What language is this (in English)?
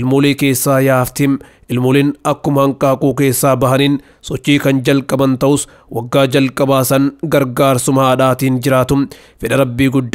Oromo